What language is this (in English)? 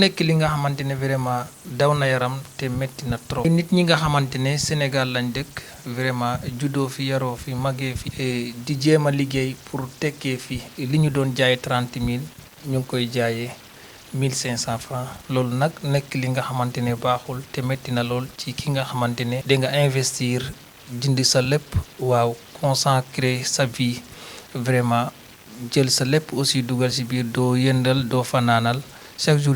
Wolof